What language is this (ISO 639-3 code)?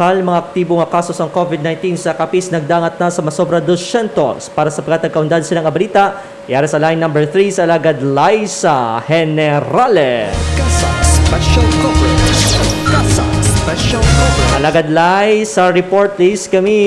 hil